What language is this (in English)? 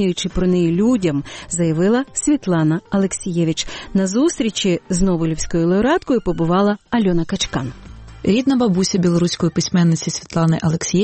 Ukrainian